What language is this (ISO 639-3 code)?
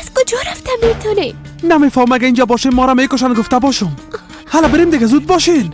fas